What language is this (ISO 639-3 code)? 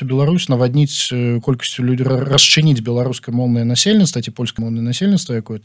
bel